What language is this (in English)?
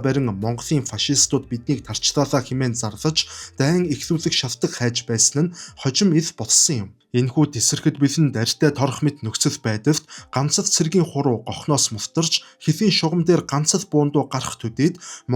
Mongolian